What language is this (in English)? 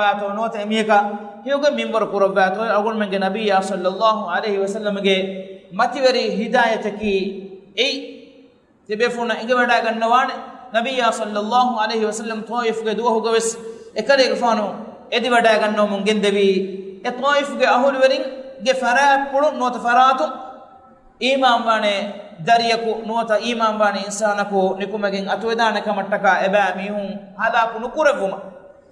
Divehi